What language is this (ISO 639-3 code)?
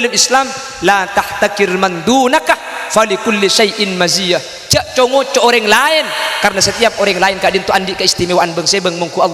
mad